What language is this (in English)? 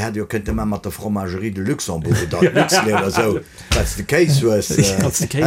Luxembourgish